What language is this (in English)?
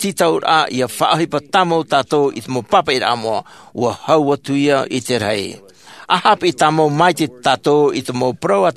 Tahitian